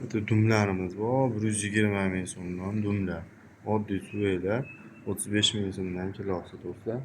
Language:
Uzbek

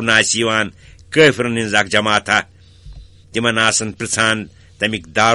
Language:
Kashmiri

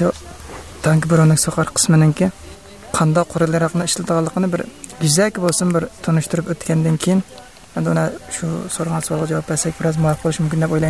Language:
Uyghur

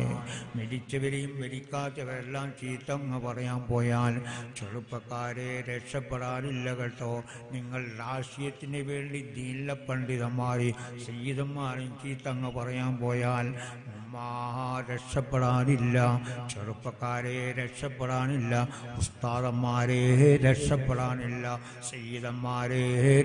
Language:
Malayalam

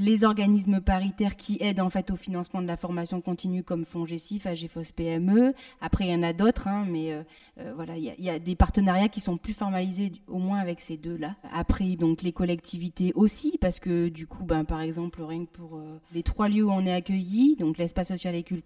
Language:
French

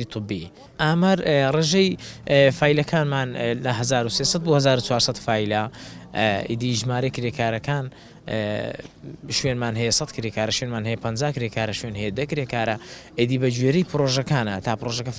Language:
Central Kurdish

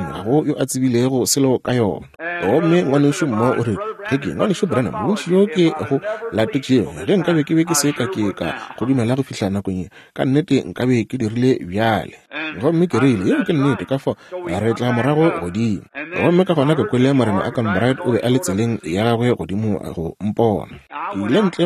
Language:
Northern Sotho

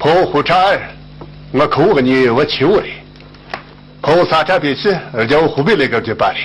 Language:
Tibetan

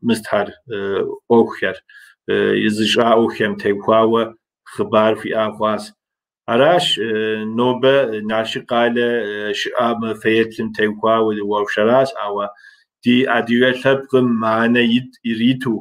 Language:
Kabardian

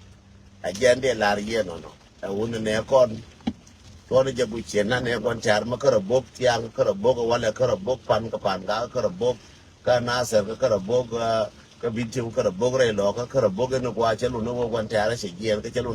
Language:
Nuer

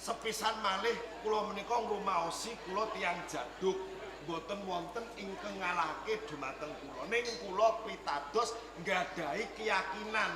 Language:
Javanese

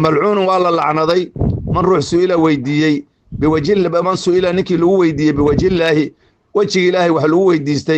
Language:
Somali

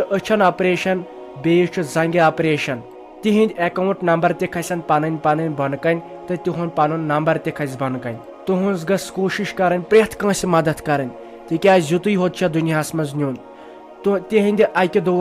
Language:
Kashmiri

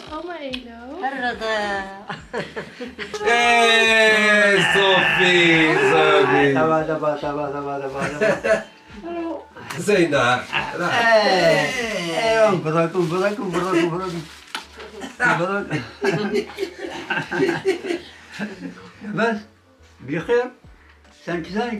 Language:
Dutch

